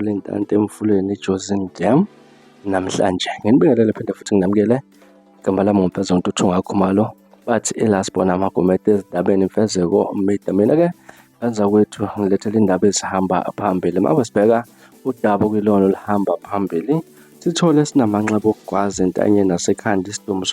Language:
Zulu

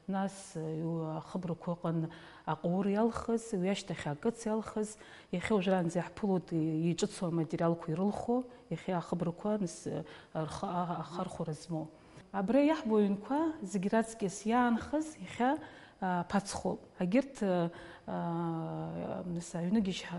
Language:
Abkhazian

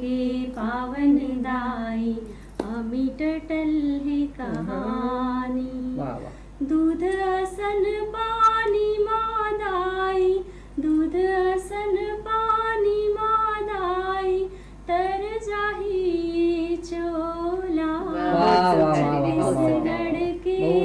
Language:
Chhattisgarhi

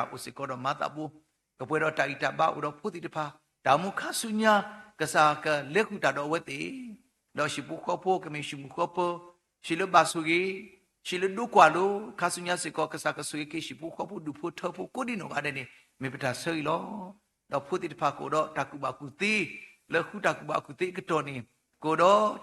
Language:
S'gaw Karen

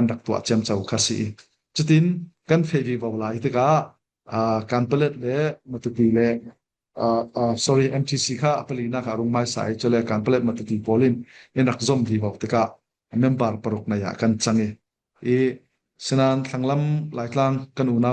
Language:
Falam Chin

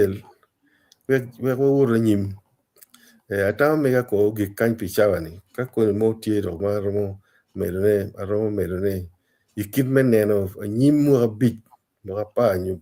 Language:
Acoli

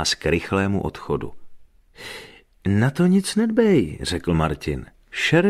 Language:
Czech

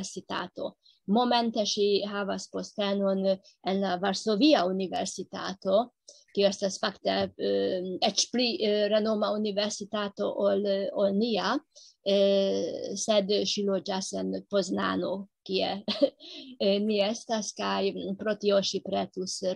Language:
Esperanto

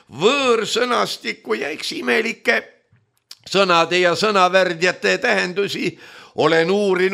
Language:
Estonian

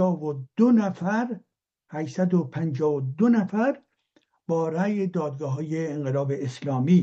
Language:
Persian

